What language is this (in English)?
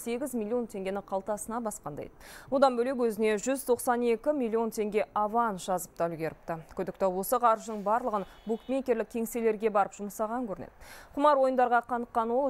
Kazakh